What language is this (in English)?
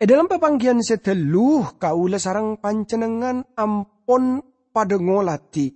Madurese